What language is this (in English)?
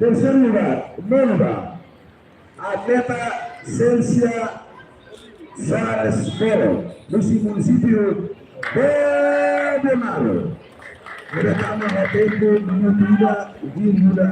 Tetum